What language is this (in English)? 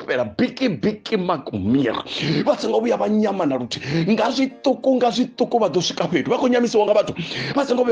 Venda